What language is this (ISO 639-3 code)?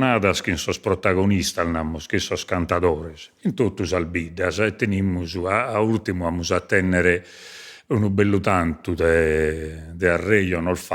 srd